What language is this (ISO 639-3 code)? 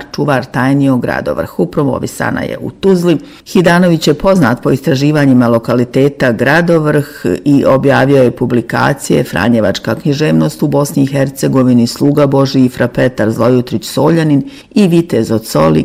bos